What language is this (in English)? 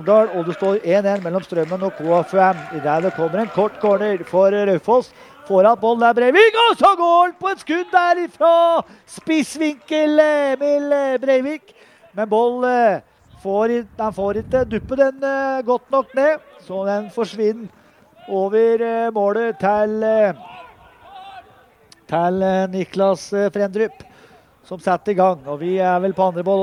Norwegian